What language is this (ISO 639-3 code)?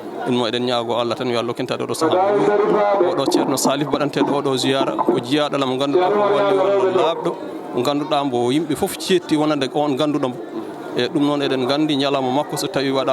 ful